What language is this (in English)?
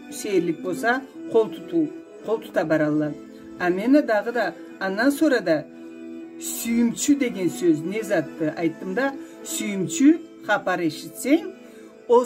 Karachay-Balkar